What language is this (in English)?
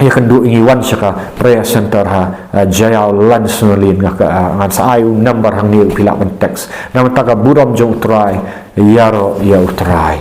Khasi